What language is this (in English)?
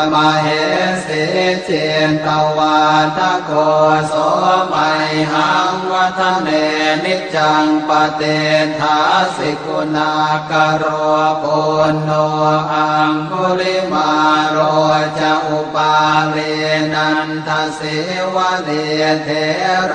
Pali